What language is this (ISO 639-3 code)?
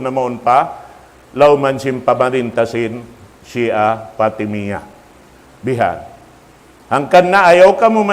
tsg